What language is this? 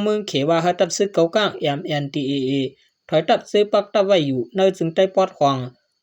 Shan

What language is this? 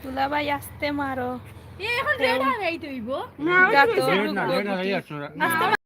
Sylheti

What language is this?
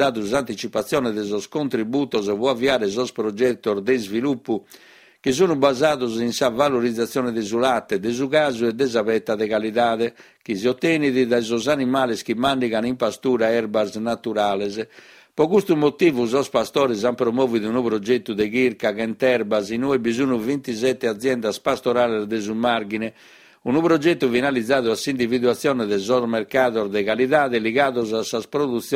Sardinian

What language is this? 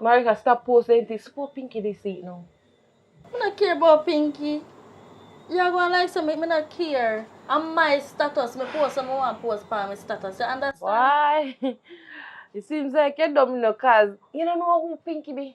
Jamaican Creole English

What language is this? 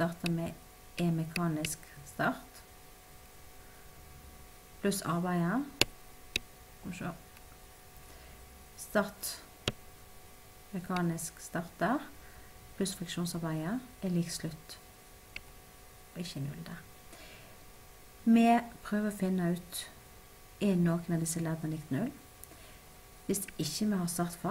Norwegian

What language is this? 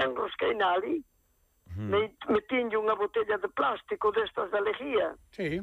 Galician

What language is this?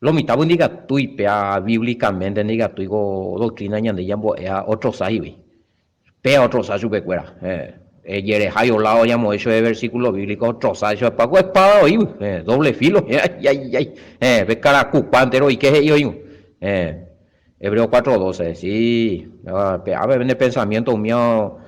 Guarani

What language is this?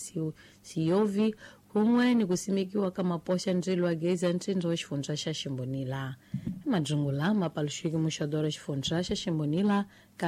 Tsonga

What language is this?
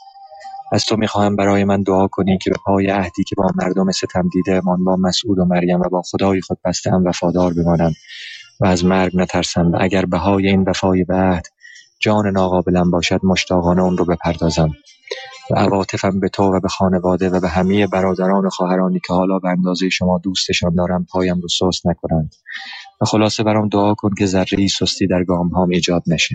Persian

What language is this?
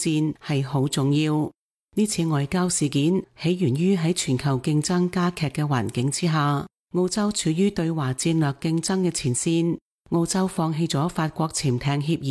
Cantonese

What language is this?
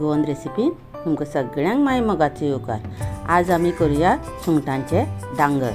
Konkani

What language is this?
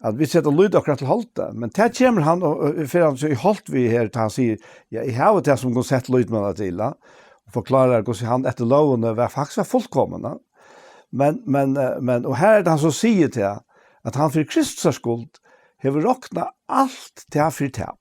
Faroese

